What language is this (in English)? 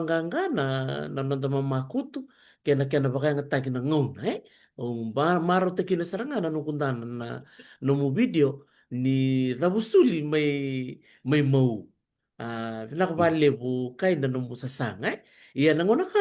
Fijian